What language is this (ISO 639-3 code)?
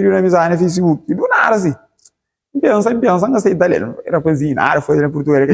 kea